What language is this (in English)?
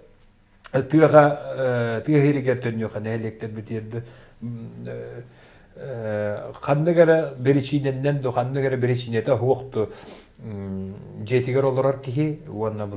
Yakut